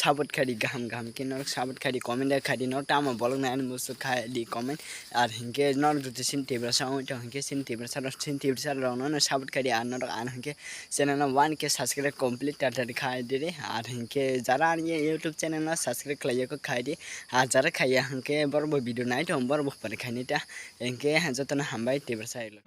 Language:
Kok Borok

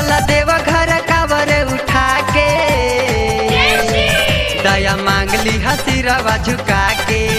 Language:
Bhojpuri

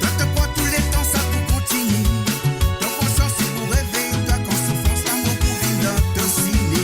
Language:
Morisyen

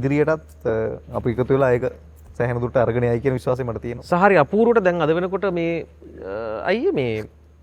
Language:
Sinhala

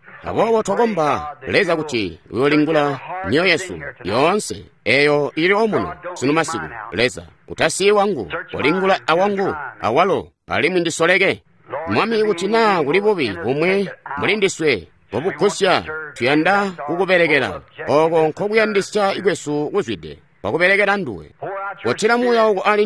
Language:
Tonga (Zambia)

